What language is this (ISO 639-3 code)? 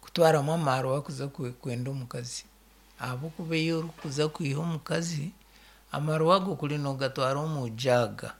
nyn